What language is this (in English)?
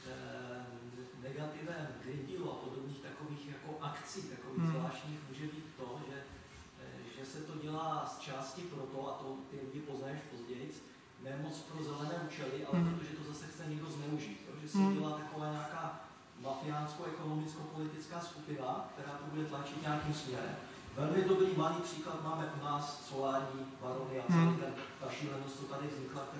Czech